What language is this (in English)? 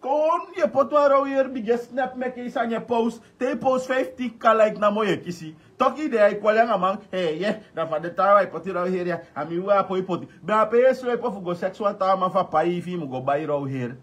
Sranan Tongo